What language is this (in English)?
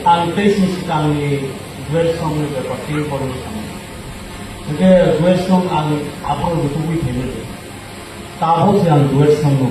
Kok Borok